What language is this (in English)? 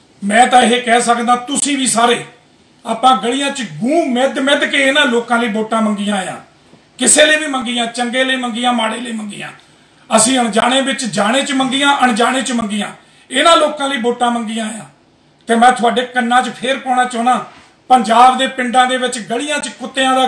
Punjabi